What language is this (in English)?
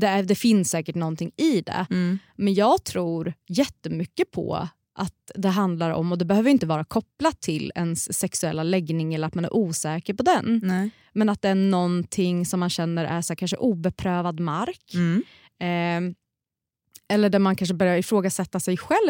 Swedish